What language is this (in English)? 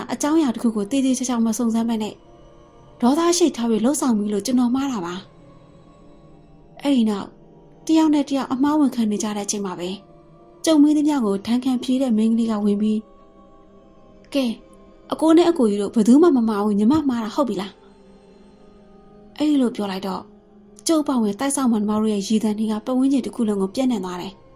Burmese